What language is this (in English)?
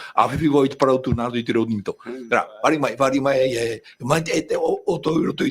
Tahitian